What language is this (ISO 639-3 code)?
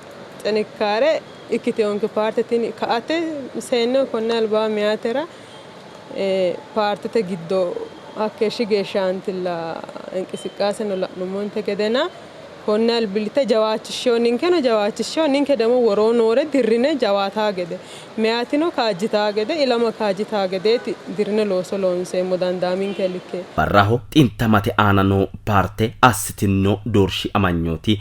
sid